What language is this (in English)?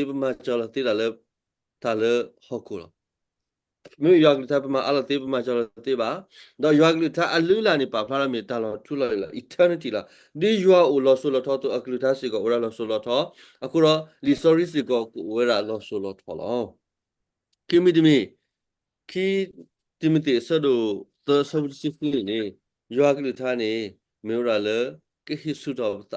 S'gaw Karen